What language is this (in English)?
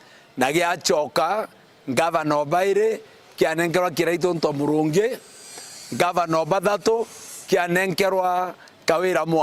Meru